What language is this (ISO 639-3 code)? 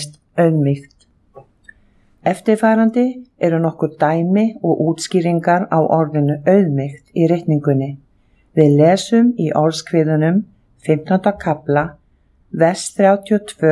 isl